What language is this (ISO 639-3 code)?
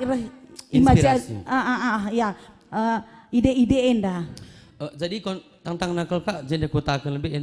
btx